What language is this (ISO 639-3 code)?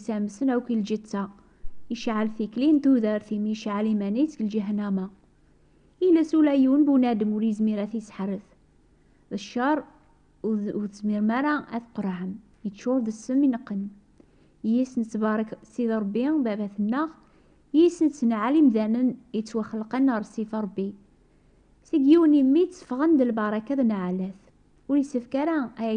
kab